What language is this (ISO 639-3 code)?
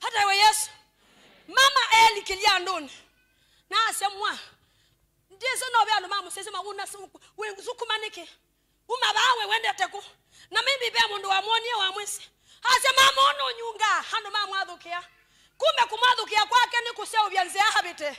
kam